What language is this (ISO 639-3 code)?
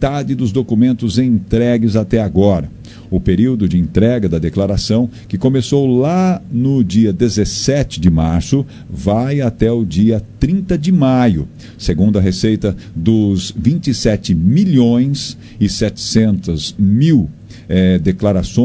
por